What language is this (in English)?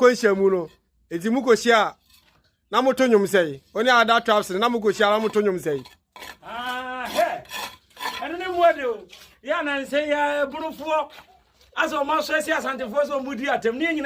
Akan